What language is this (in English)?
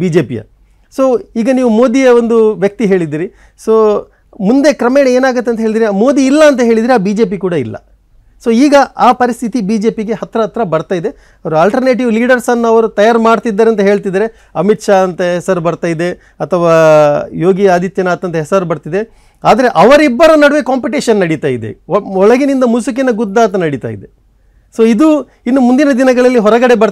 Kannada